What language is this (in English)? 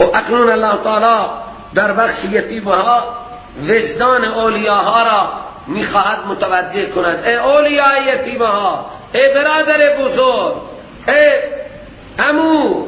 Persian